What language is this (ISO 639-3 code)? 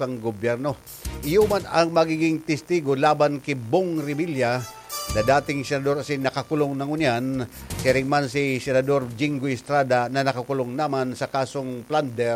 bik